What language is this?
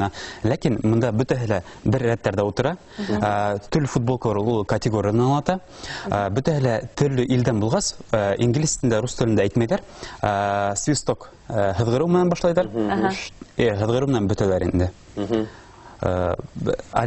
Bashkir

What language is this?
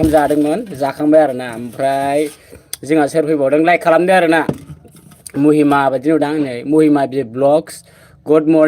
Bodo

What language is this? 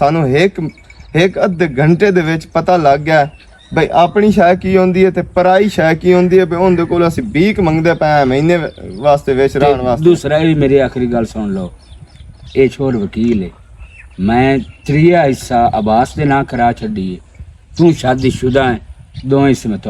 Western Panjabi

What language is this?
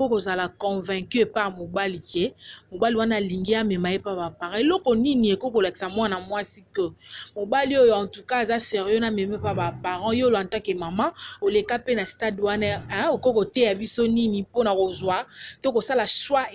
Lingala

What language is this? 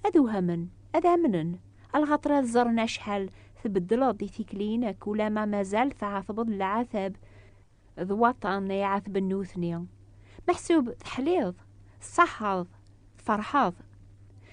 Kabyle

